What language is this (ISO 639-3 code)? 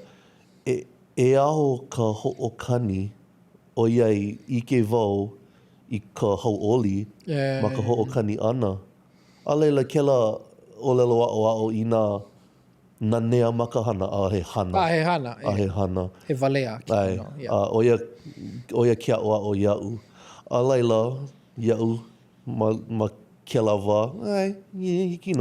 haw